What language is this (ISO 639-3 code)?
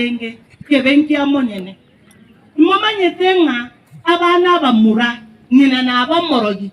guz